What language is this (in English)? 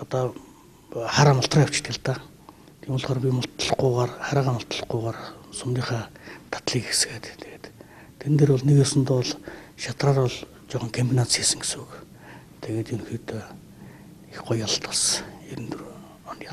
Mongolian